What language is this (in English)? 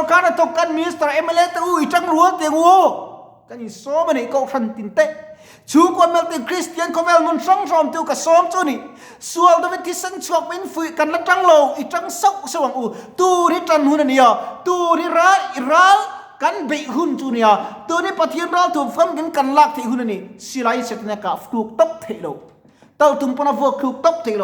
Mizo